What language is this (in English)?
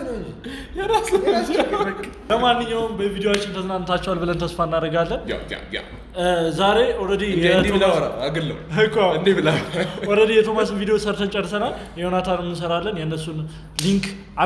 Amharic